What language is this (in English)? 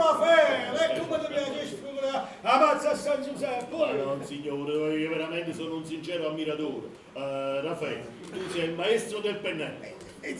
Neapolitan